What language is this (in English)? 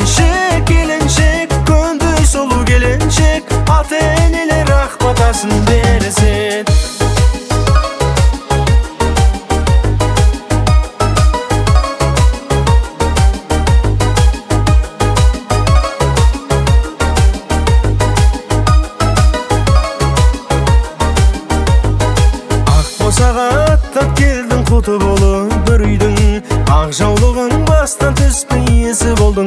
Kazakh